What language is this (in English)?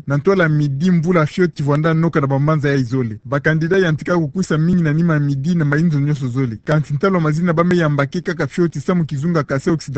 Kituba (Democratic Republic of Congo)